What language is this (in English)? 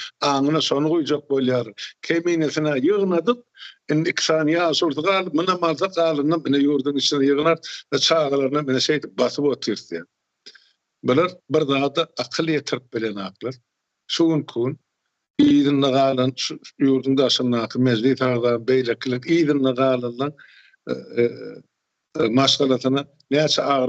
Turkmen